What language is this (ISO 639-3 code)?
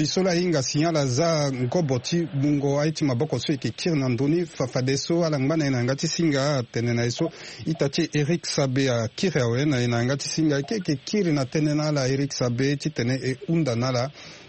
sag